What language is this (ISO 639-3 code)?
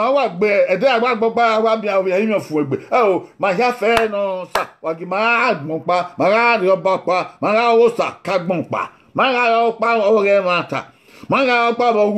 bin